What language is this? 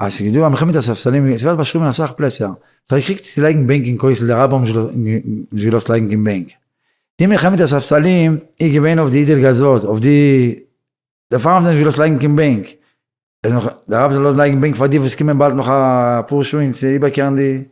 Yiddish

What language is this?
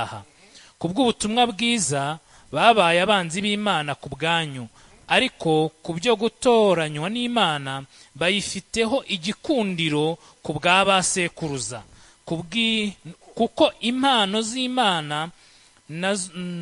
Kinyarwanda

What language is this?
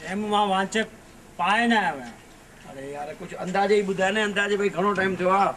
Sindhi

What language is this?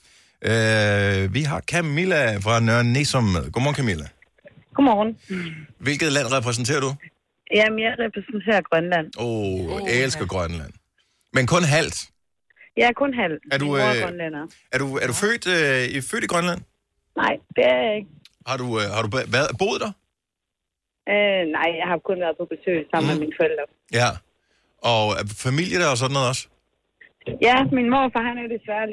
Danish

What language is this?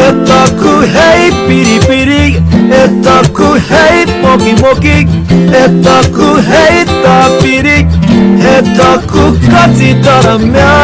Māori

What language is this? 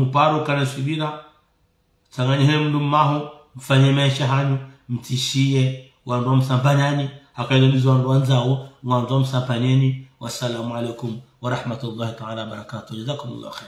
Ngazidja Comorian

